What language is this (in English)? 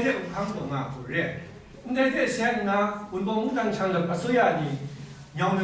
Kachin